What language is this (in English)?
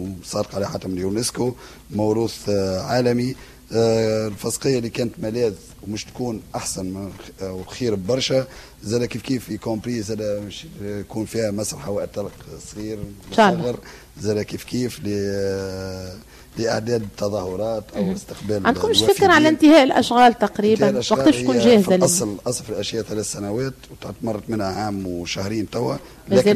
Tunisian Arabic